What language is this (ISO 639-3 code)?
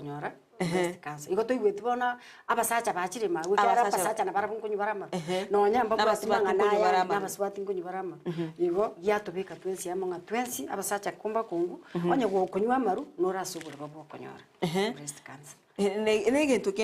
guz